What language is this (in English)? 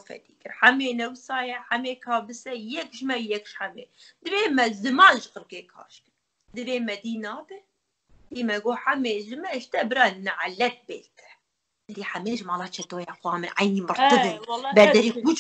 Kurdish